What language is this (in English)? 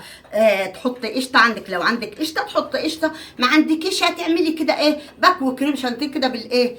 Egyptian Arabic